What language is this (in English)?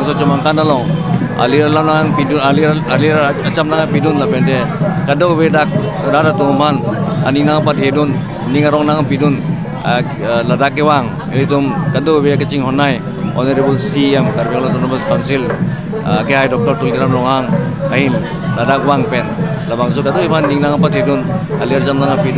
Karbi